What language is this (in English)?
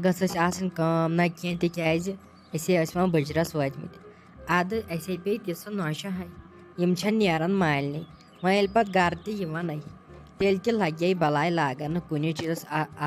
Kashmiri